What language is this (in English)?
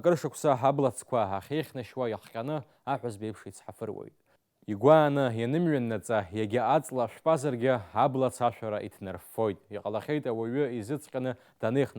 Abkhazian